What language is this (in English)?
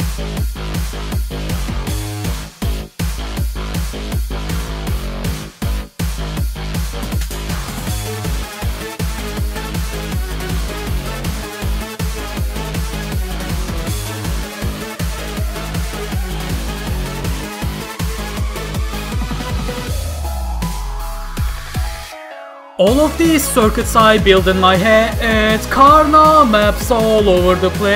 English